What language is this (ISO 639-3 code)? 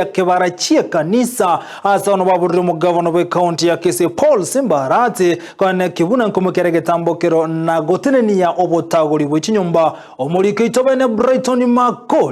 guz